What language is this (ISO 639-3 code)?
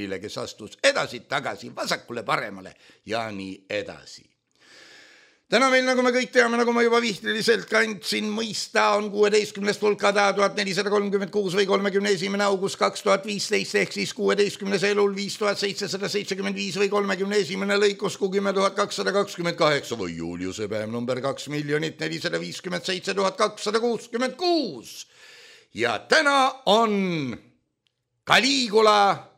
est